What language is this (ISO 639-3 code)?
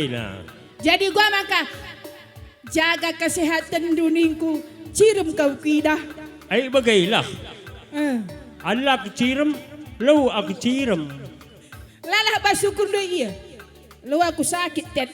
btx